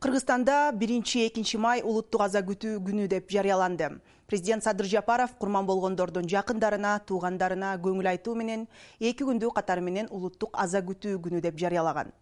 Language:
Kyrgyz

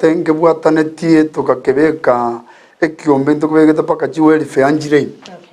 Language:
Gusii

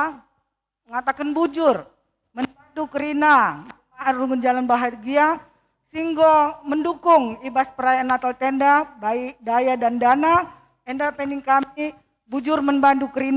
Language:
Batak Karo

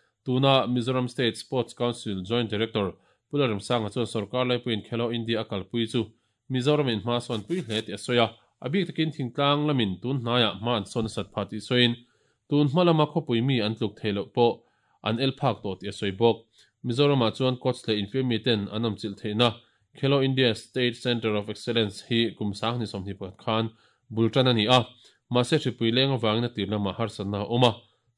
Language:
Mizo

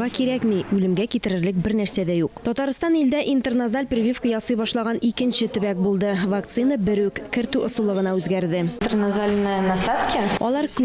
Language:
Tatar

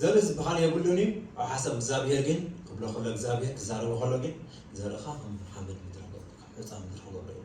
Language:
Tigrinya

